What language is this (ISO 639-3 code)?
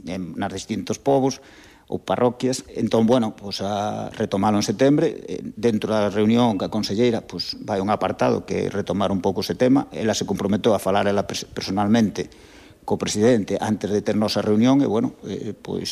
glg